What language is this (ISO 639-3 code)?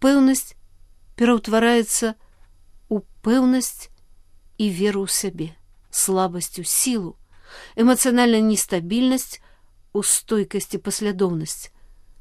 bel